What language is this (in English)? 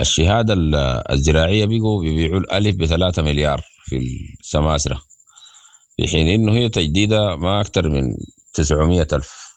Sudanese Arabic